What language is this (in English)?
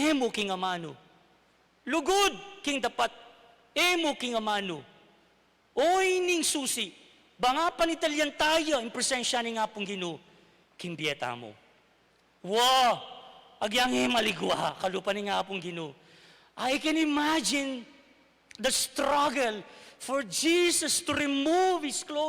Pampanga